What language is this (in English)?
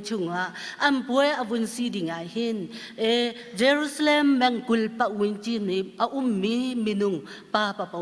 Hakha Chin